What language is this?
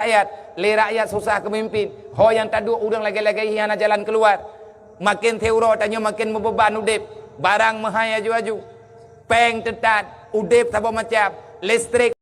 Achinese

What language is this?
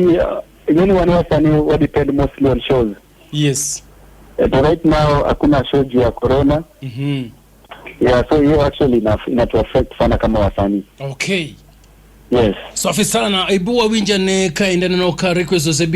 Luo (Kenya and Tanzania)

